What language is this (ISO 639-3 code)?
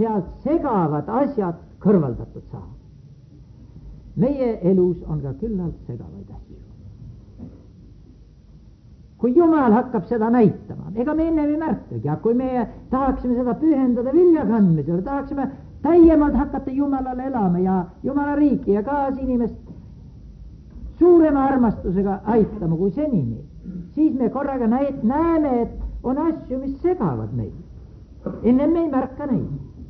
est